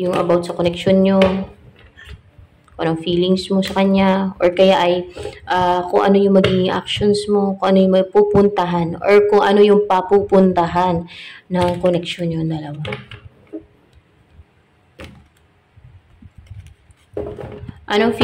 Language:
Filipino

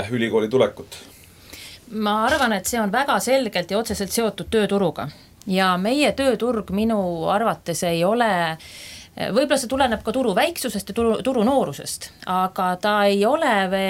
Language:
Estonian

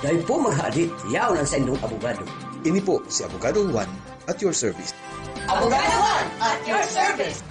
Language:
Bikol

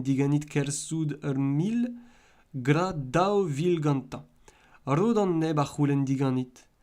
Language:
Breton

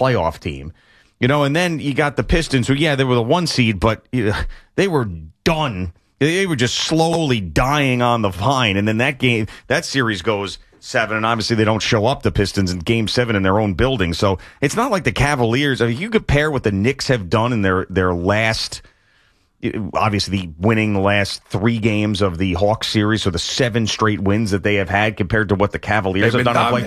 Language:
English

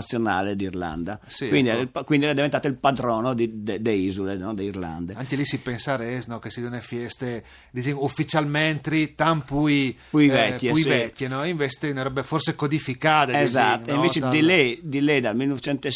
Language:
Friulian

